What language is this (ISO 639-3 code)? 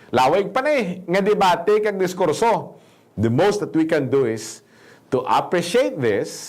hil